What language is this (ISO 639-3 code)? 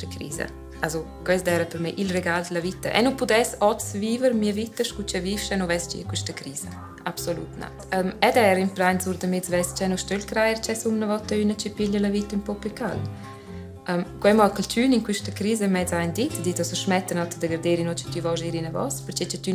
roh